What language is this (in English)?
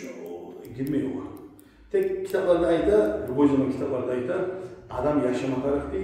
Kumyk